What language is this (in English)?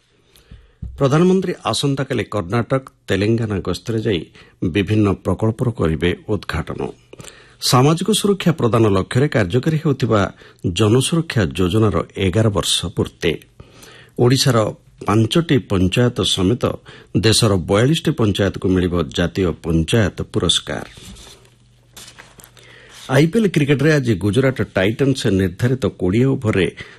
Odia